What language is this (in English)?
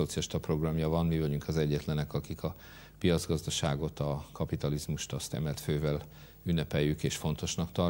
Hungarian